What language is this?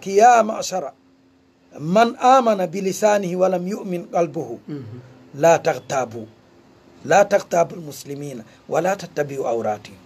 Fula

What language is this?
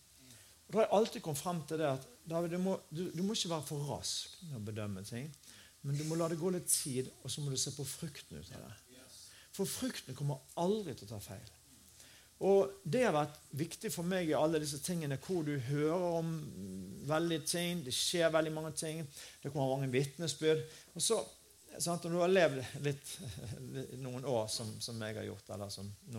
Norwegian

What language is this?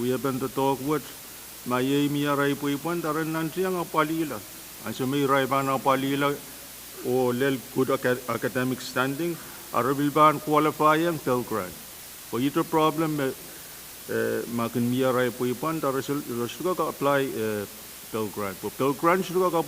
Pohnpeian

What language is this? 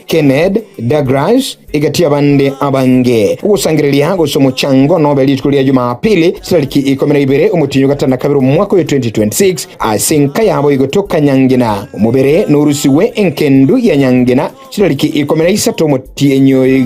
Gusii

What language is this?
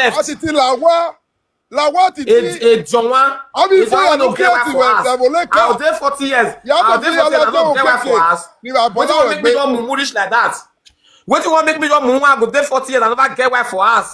Nigerian Pidgin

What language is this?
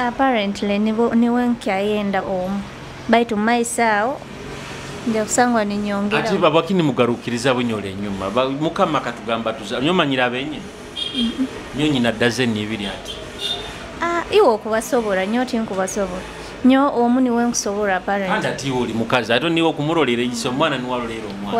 Nyoro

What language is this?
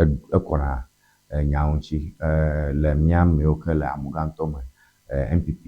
Ewe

